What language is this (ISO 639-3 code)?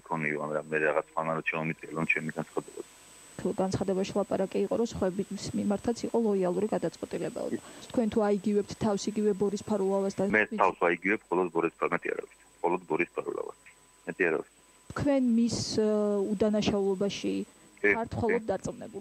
kat